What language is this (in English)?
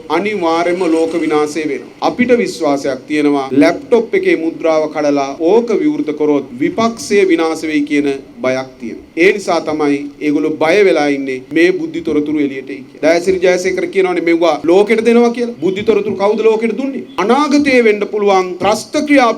Sinhala